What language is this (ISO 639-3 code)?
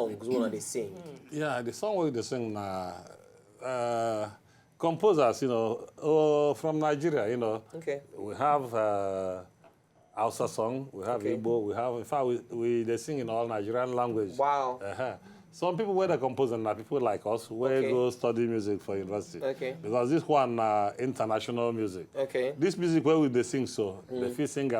pcm